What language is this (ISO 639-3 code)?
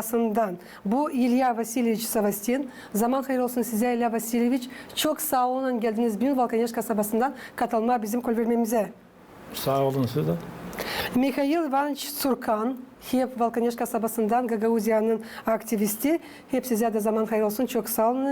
gag